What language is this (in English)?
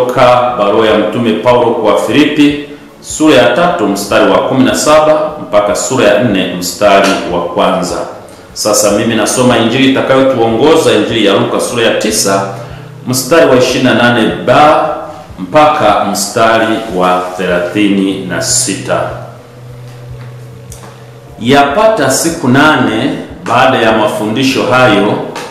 Swahili